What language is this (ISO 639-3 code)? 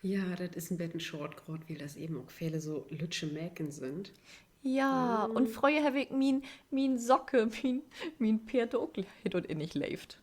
nds